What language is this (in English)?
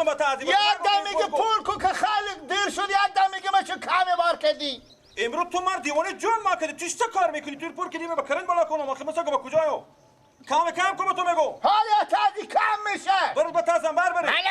Persian